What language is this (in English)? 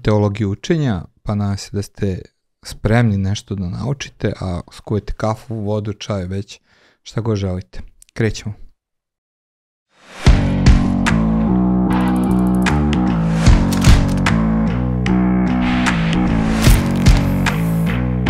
Serbian